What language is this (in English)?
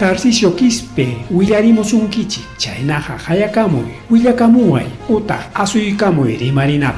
Ayacucho Quechua